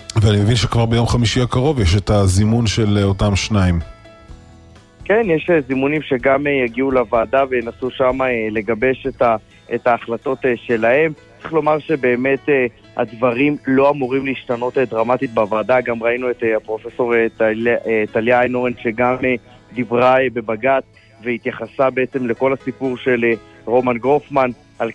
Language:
Hebrew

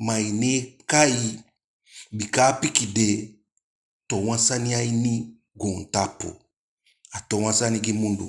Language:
Eastern Maroon Creole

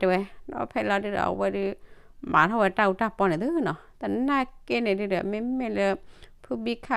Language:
S'gaw Karen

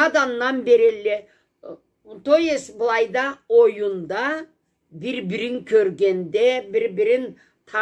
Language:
Karachay-Balkar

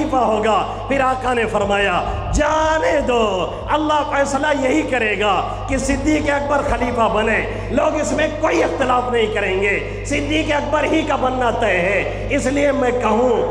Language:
Urdu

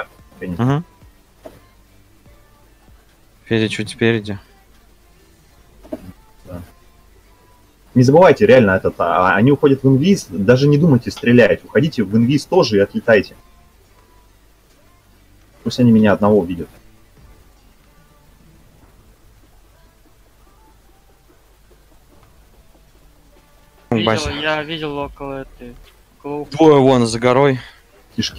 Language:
Russian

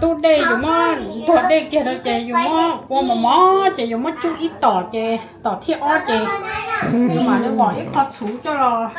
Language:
Hmong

